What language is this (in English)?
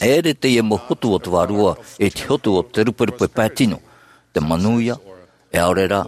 Tahitian